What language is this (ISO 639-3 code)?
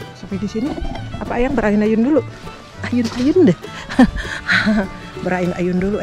ind